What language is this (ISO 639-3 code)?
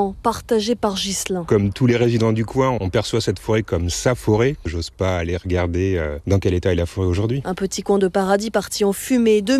fra